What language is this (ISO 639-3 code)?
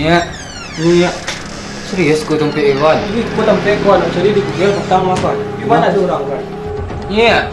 min